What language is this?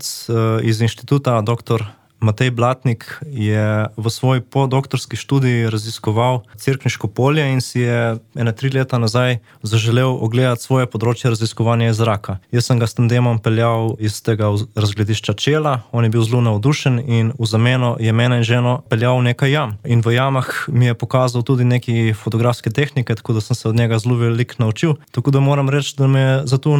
Slovenian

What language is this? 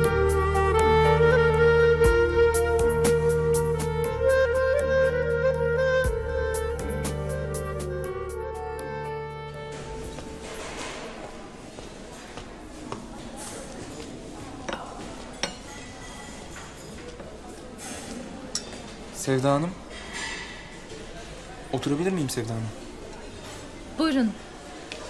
Turkish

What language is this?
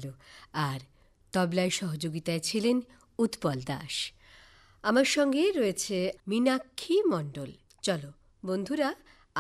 Bangla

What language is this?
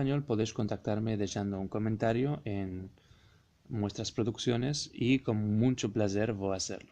Ladino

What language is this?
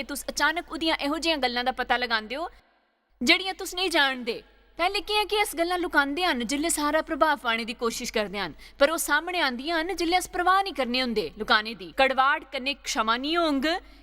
Dogri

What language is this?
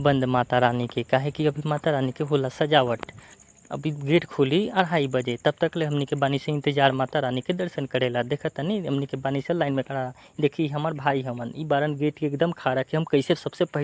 Bhojpuri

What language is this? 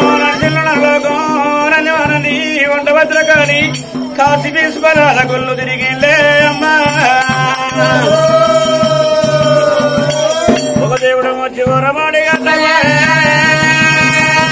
Telugu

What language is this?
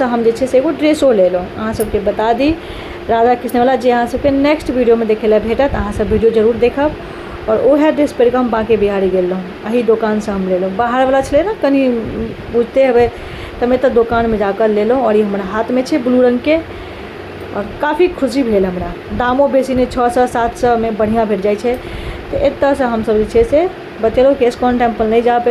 Maithili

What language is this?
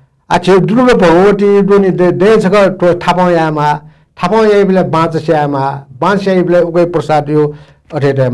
Newari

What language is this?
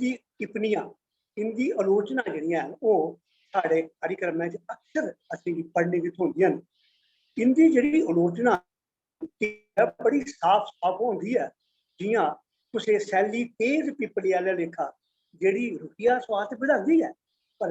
Dogri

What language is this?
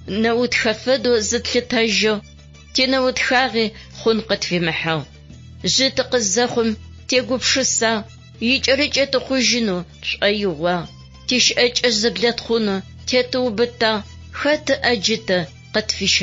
Adyghe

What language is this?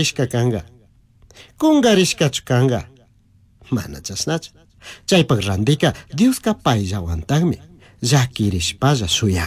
Chimborazo Highland Quichua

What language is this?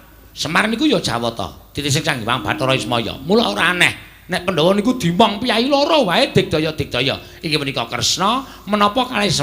Javanese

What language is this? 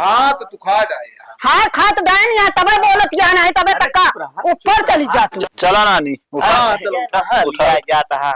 Awadhi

